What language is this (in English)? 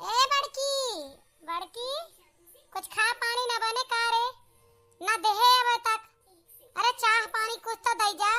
Awadhi